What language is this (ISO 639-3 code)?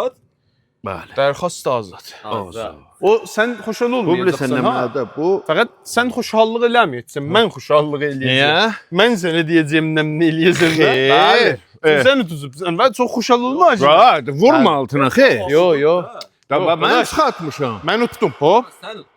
azb